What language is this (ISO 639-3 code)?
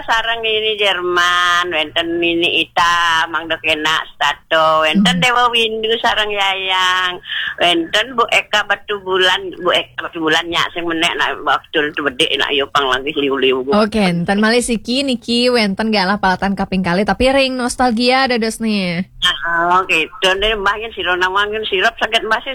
ban